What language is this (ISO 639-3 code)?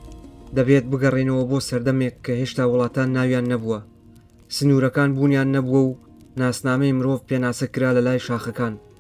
ckb